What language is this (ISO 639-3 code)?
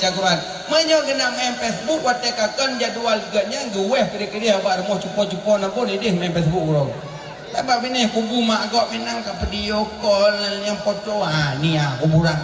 ace